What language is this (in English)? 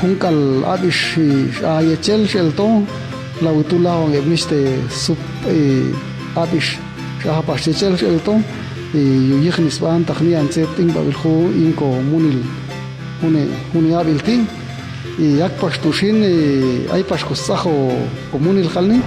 Popti'